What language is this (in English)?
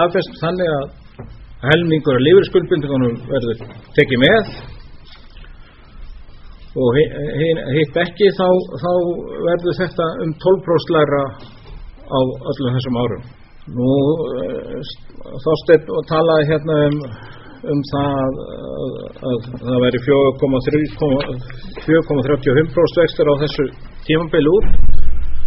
Icelandic